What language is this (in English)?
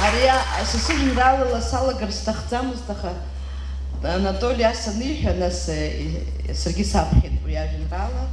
Abkhazian